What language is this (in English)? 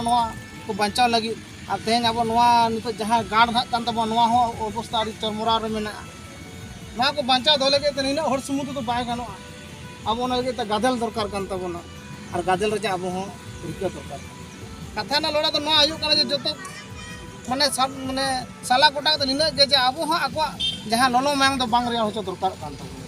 Santali